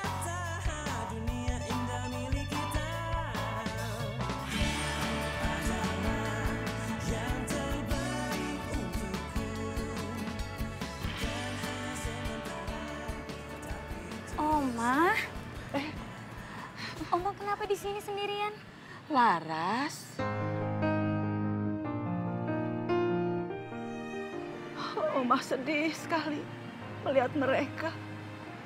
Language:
Indonesian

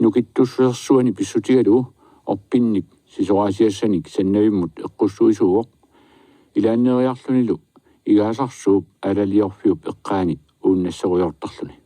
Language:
Kalaallisut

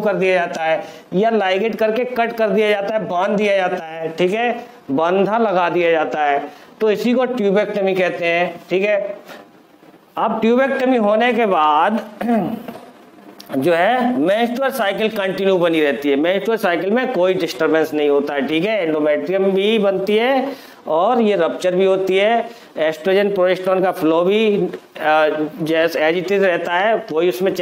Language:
Hindi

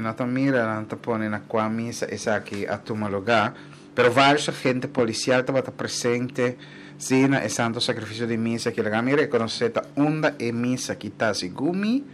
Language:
Papiamento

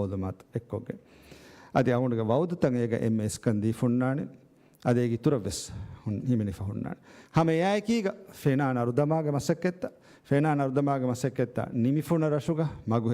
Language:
Divehi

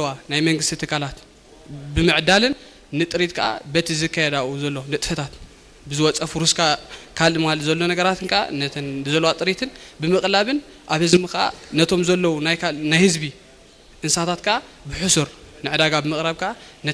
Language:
Tigrinya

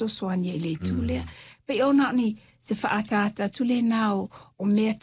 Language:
Samoan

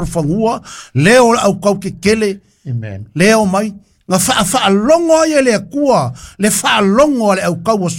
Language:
Samoan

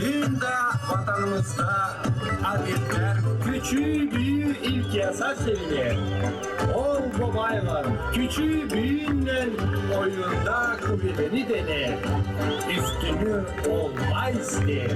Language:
Gagauz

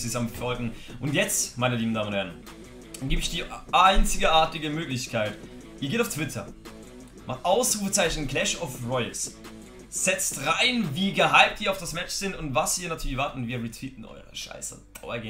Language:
German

